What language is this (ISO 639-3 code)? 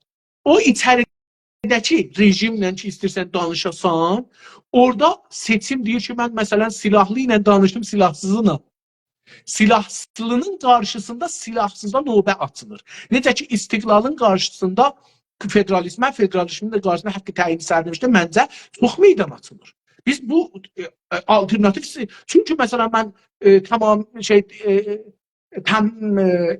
azb